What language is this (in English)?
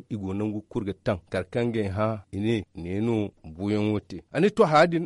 Zarma